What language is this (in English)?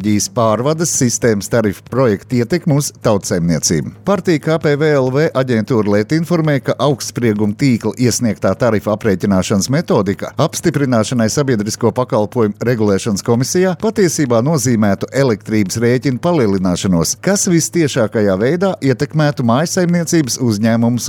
Latvian